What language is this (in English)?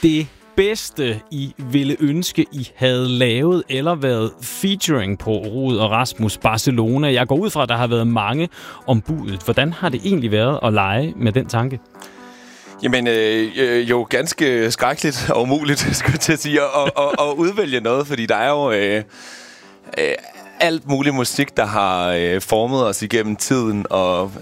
Danish